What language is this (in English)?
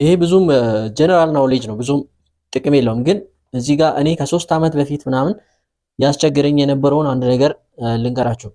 Amharic